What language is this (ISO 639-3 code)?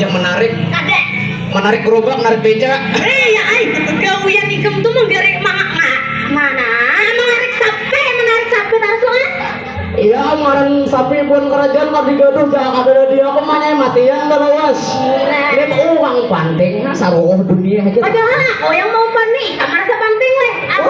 bjn